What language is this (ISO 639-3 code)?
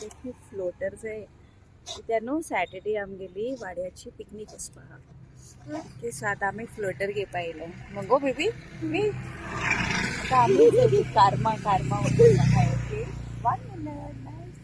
kok